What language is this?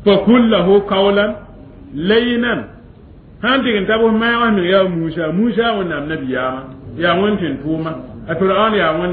Mossi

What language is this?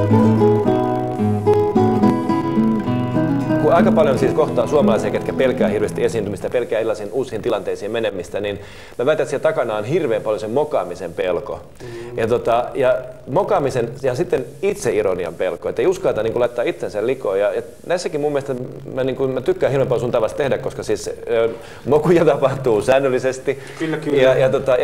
Finnish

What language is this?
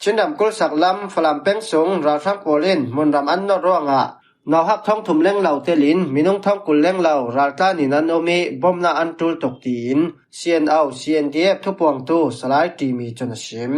Falam Chin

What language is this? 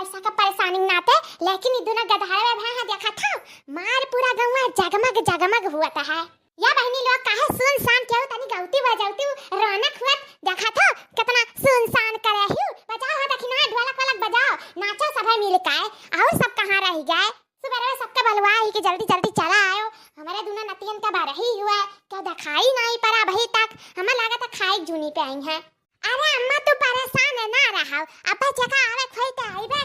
Awadhi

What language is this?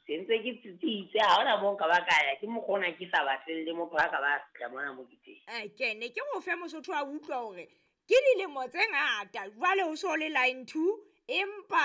Southern Sotho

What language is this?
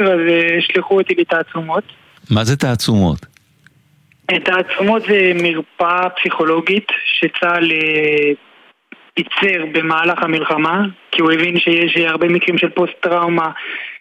Hebrew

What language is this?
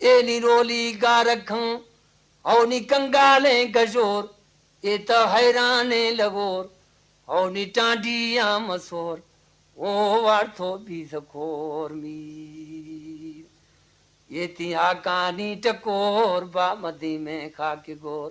Eastern Balochi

